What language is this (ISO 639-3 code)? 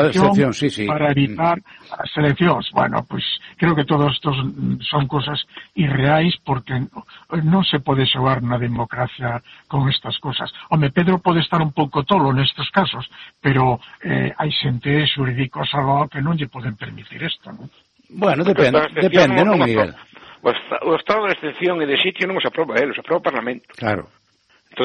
glg